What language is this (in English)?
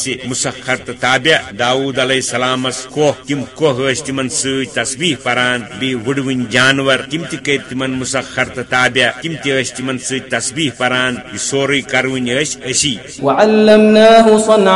Kashmiri